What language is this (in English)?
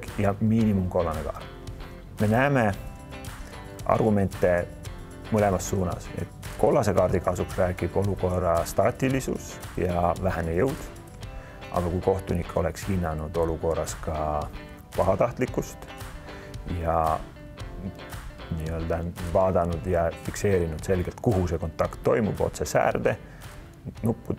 Estonian